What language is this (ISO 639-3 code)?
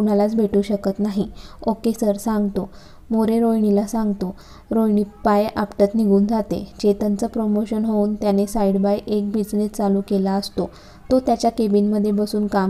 mar